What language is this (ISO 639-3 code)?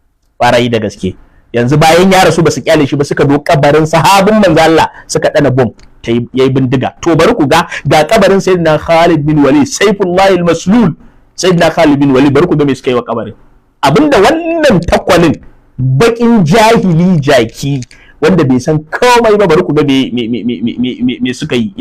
hau